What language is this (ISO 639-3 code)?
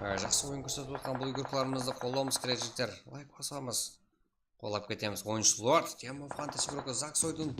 kaa